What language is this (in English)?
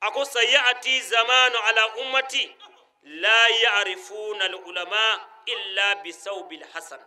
Bambara